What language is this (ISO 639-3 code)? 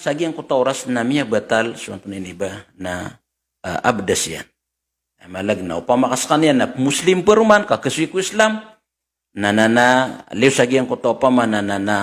mrw